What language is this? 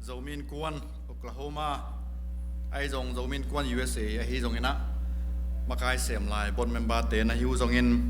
Tedim Chin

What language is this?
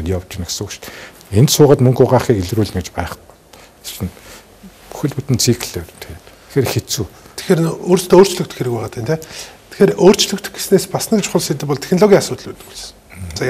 Mongolian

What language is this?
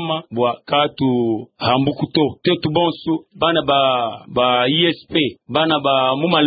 Luba-Lulua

